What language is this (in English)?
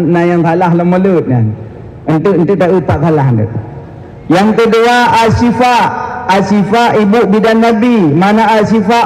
Achinese